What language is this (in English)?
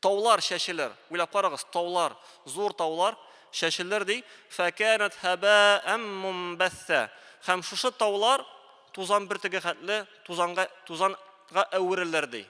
Tatar